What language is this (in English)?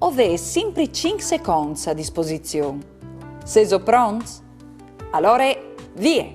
Friulian